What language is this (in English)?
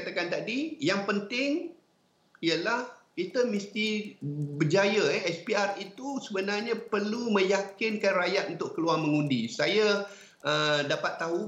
Malay